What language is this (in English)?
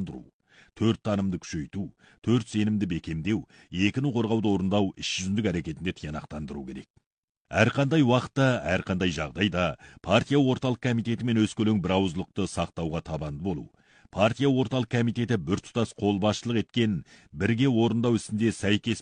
Kazakh